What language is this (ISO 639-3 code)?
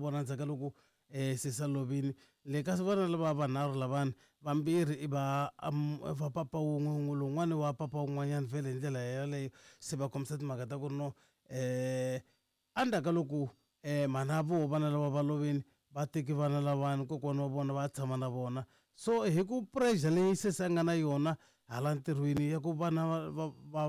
tso